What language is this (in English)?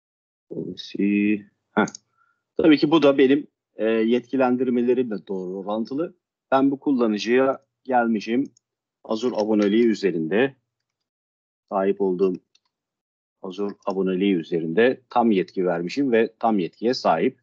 Turkish